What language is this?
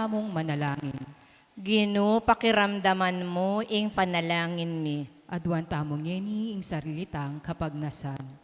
Pampanga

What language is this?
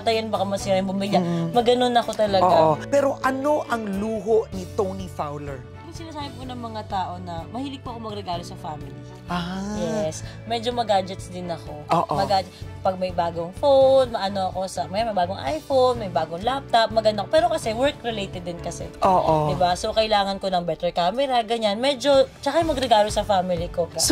Filipino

